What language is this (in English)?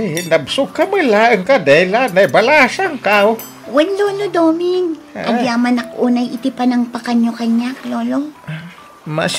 Iloko